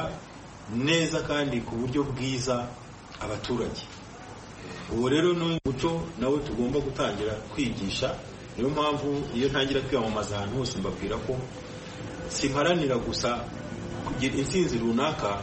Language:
Kinyarwanda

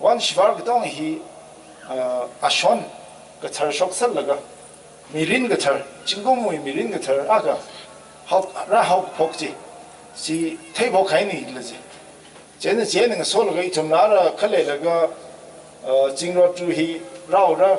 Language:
Tangkhul Naga (India)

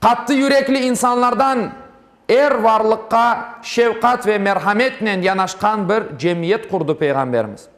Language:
Crimean Tatar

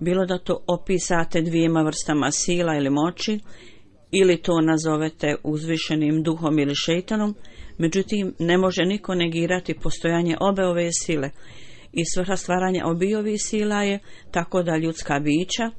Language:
Bosnian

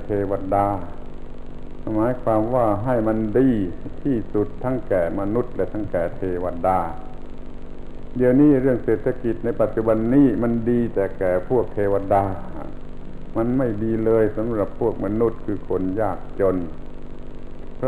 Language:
Thai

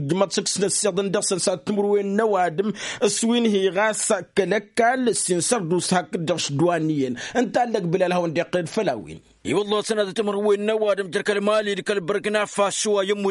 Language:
Tamasheq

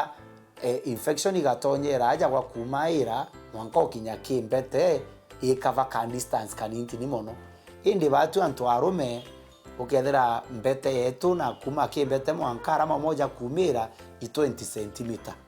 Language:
Meru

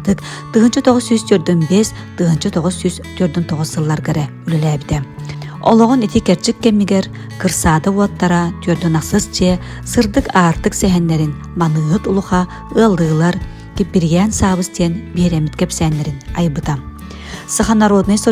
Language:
Yakut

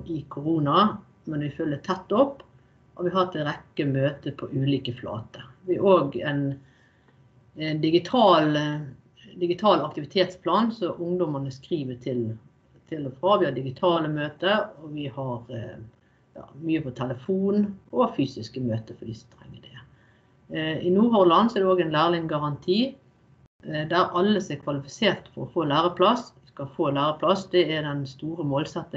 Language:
Norwegian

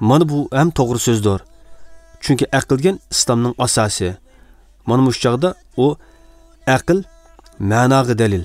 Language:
Uyghur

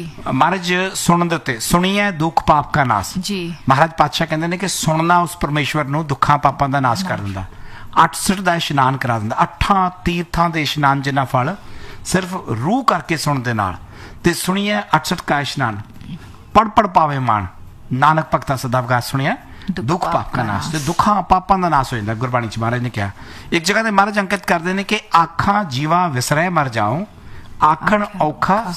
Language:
Punjabi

